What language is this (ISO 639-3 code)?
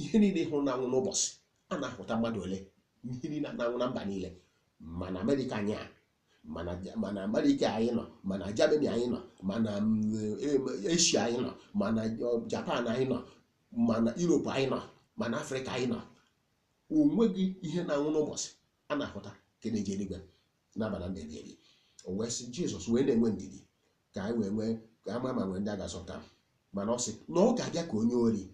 ibo